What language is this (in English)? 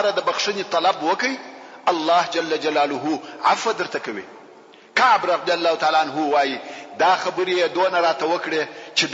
Pashto